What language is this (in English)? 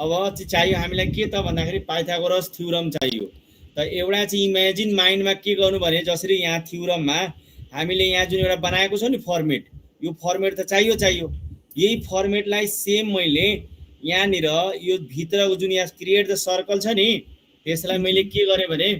Nepali